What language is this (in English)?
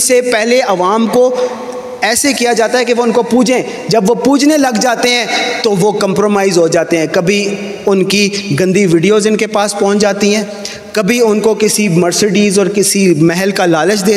Urdu